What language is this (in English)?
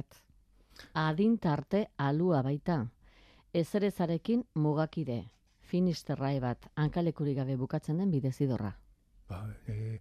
Basque